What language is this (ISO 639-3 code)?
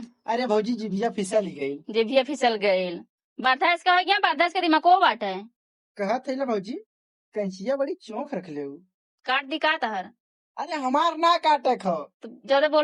bho